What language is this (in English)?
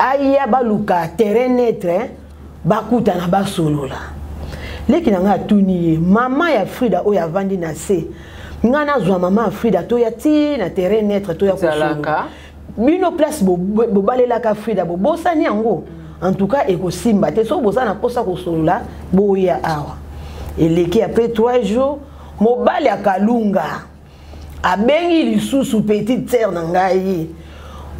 Lingala